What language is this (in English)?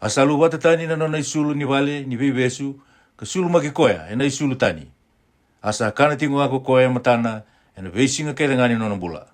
Fijian